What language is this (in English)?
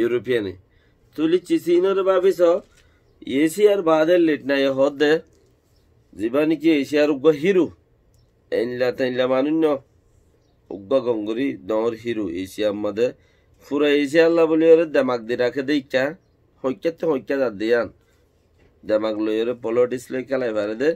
Rohingya